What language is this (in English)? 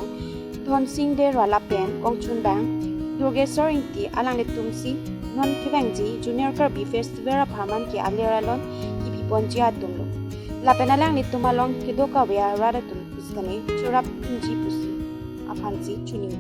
Karbi